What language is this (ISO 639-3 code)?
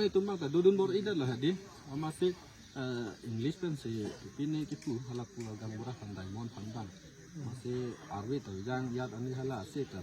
mjw